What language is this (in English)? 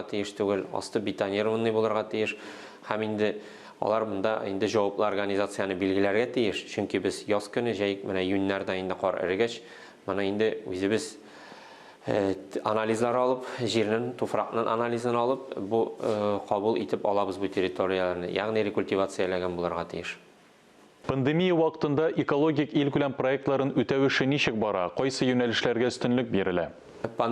Tatar